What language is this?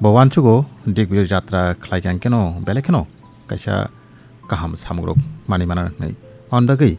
Kok Borok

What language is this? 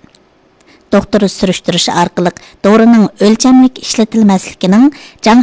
Uyghur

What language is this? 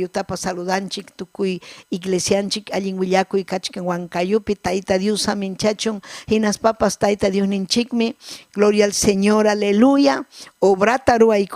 Ayacucho Quechua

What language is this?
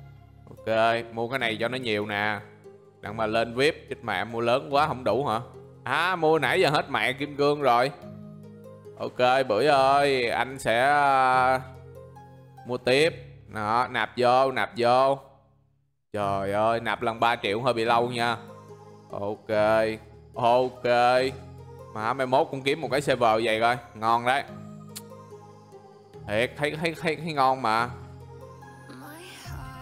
Vietnamese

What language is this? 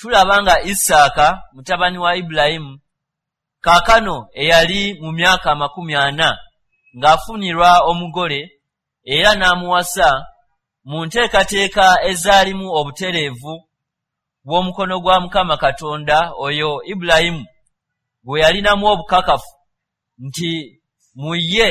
Ganda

